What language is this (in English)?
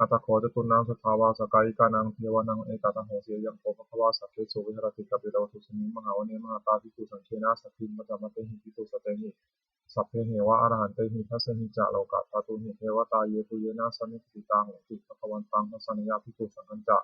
Pali